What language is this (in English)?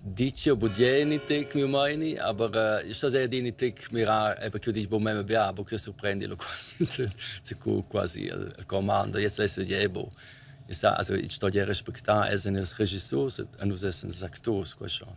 Romansh